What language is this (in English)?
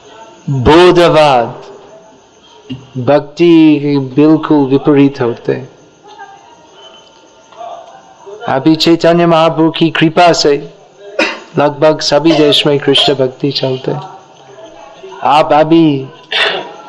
Hindi